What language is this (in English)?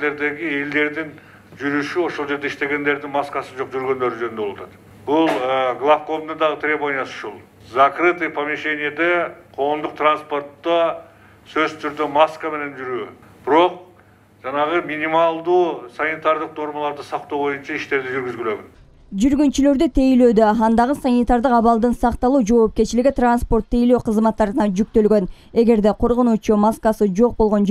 Kyrgyz